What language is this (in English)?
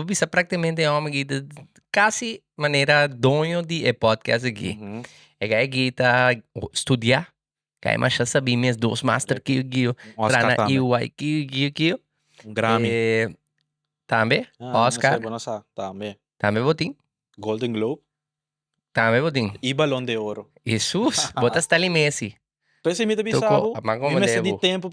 Papiamento